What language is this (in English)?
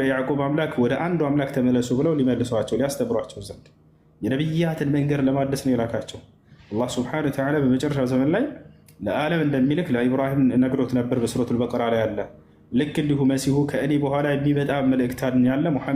Amharic